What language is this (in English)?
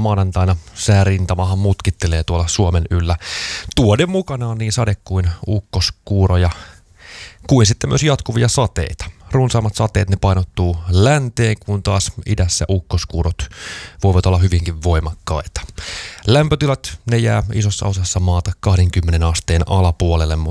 Finnish